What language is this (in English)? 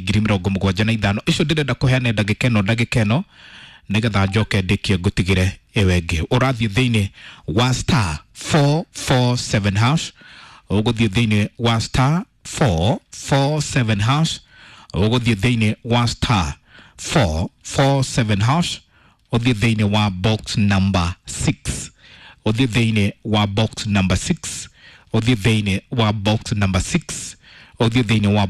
Kikuyu